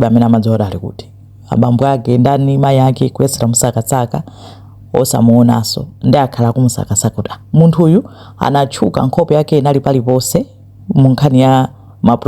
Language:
Nyanja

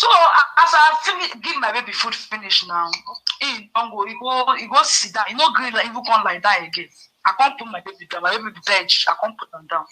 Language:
Nigerian Pidgin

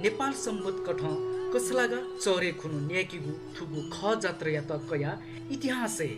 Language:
Newari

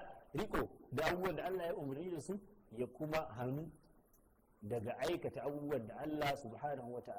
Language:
Hausa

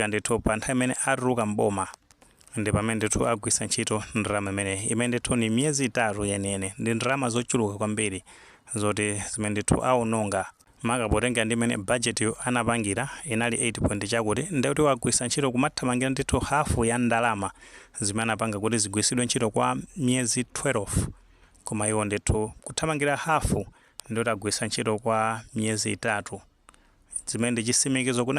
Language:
Nyanja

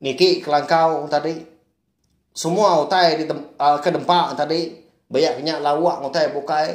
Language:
Iban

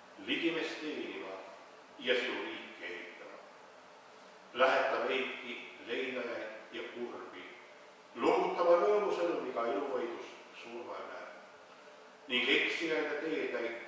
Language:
Estonian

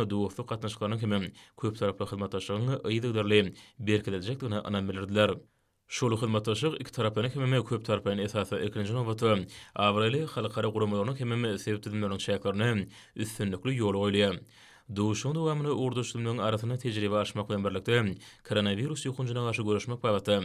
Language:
Turkmen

